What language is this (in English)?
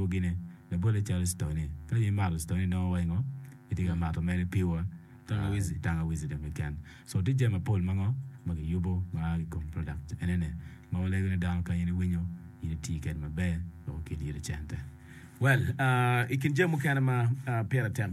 Acoli